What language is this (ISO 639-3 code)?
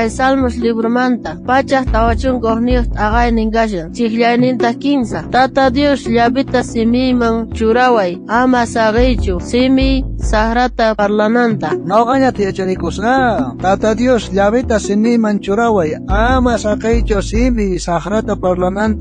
quh